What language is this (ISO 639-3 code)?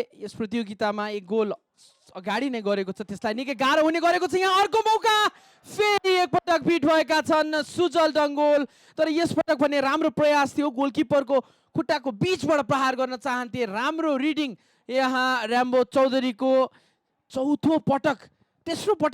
nep